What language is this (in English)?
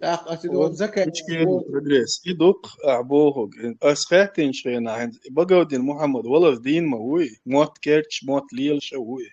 Chechen